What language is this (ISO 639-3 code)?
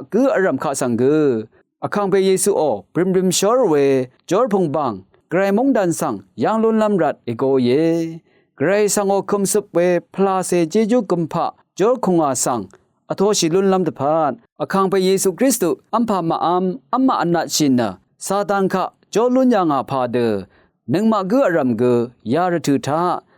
raw